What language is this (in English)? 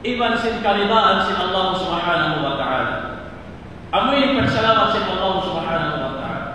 Tausug